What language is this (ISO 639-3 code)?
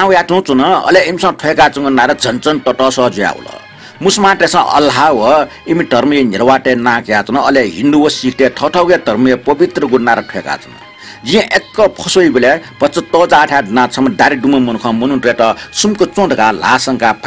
new